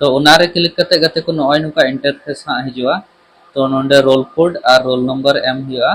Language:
Santali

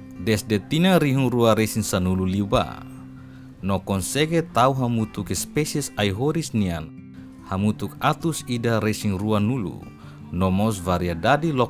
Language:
Tetum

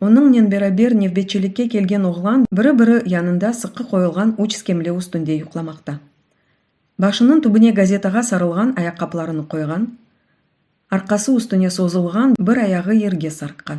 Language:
Crimean Tatar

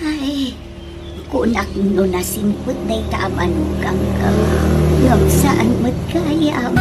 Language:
Iloko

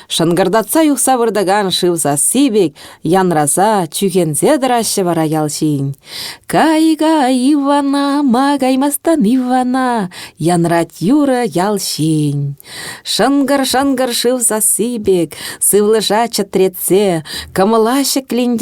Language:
Chuvash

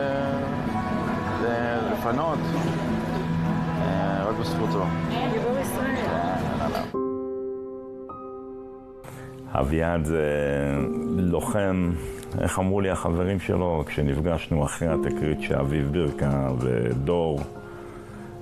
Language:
Hebrew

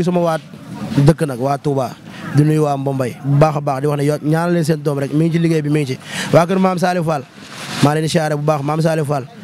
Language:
Wolof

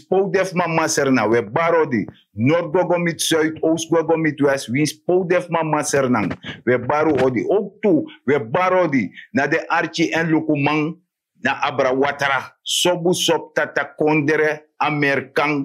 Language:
Sranan Tongo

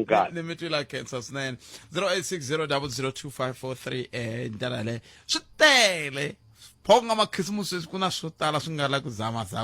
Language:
Tsonga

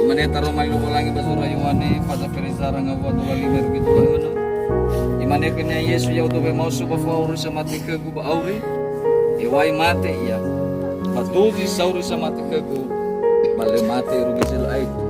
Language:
Nias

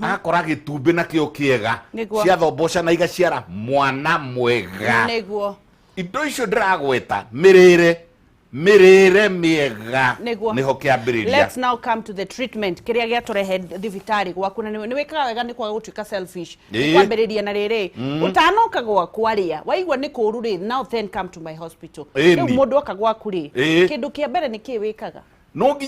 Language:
Kikuyu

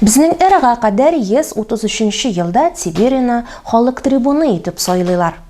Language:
Tatar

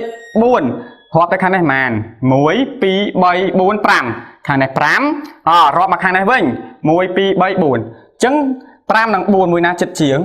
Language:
Khmer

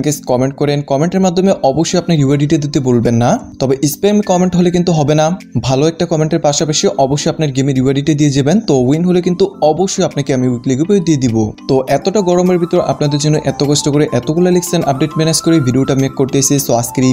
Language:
Bangla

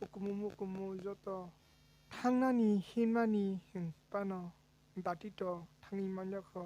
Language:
Kok Borok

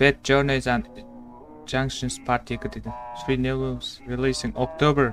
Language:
Kara-Kalpak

